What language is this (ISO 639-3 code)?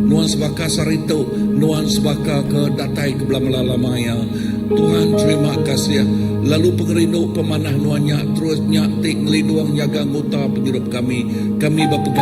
iba